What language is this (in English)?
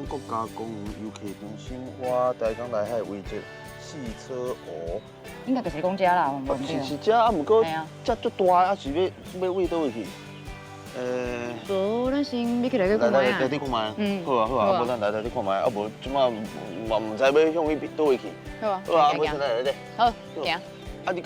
Min Nan Chinese